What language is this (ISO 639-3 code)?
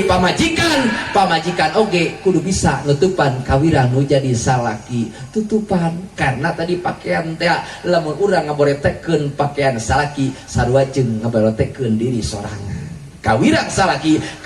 sun